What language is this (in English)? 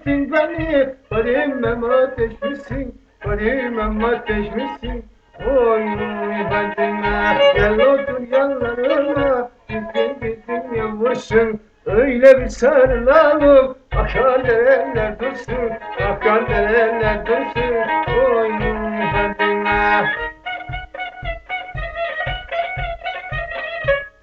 Turkish